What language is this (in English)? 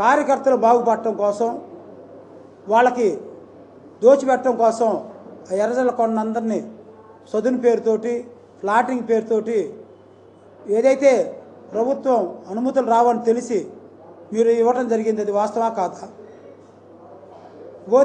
Telugu